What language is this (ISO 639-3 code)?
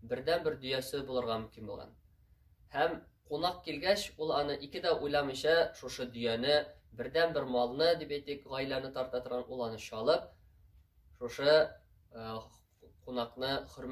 tat